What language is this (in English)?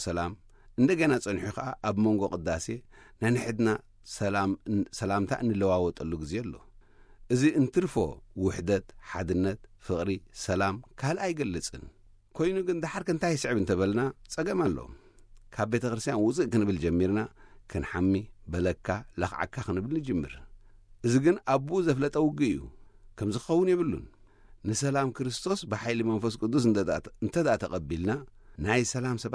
Tigrinya